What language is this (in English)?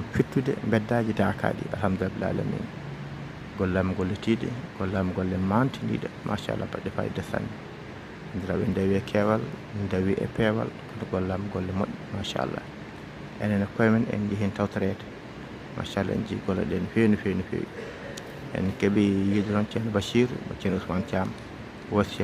Fula